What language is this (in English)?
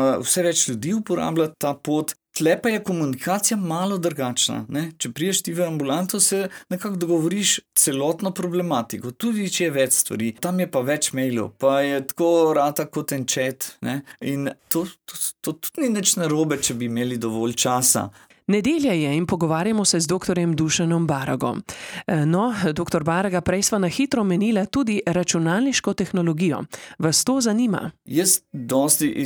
Slovenian